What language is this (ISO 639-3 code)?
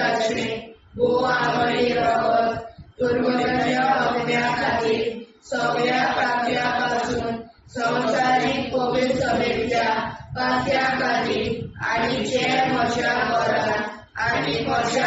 kok